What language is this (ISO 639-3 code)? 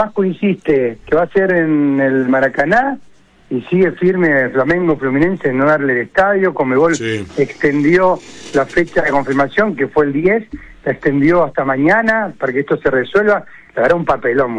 spa